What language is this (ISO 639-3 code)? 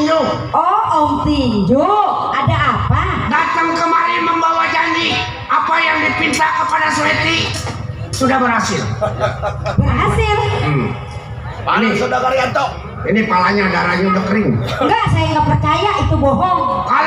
bew